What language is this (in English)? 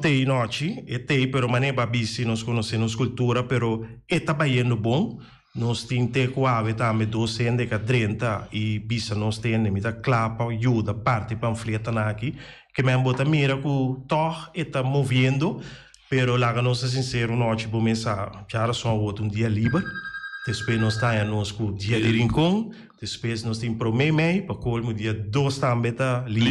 Papiamento